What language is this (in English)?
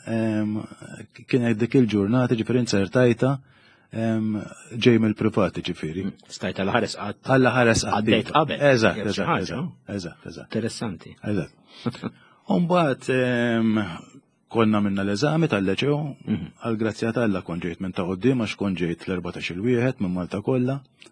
Maltese